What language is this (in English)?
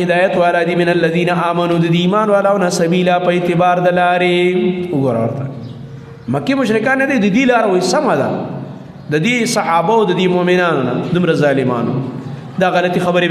Pashto